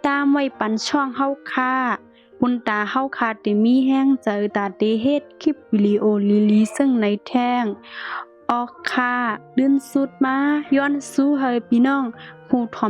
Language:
Shan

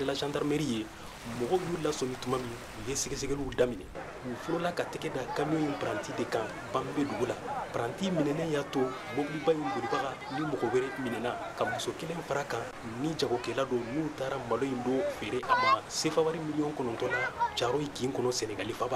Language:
Bambara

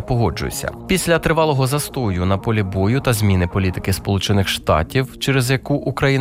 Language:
Ukrainian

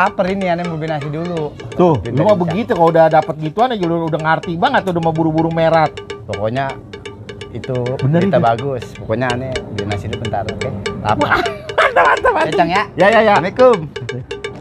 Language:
Betawi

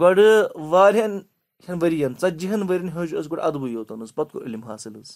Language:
Kashmiri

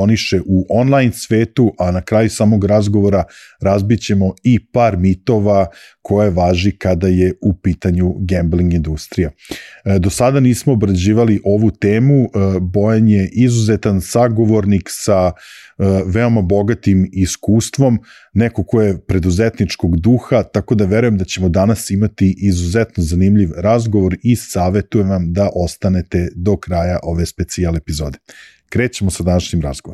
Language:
Serbian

